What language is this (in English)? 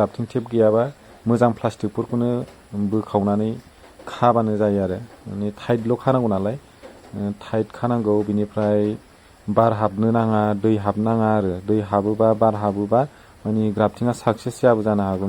Bodo